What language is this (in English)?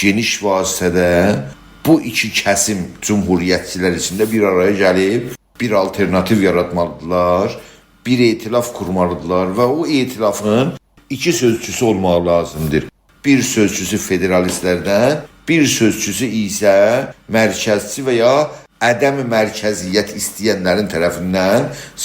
South Azerbaijani